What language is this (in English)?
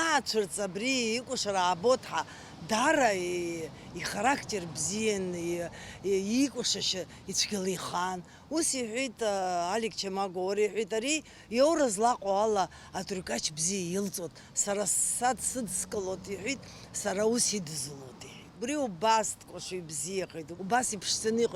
Abkhazian